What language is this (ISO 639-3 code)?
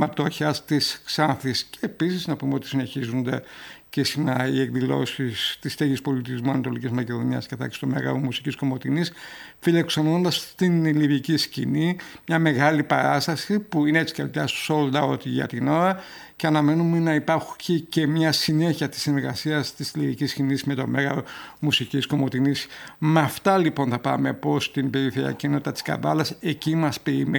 ell